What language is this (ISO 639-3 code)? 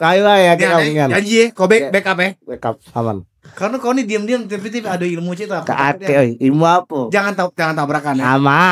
mui